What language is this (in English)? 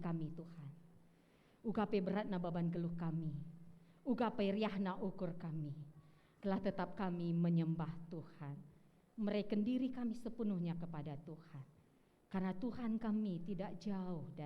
Batak Karo